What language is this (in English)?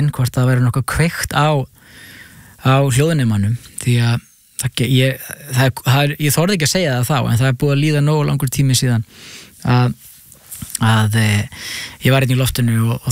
Icelandic